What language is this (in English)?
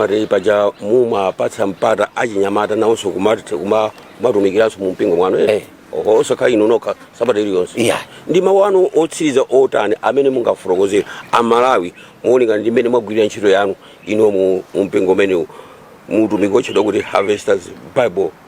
Nyanja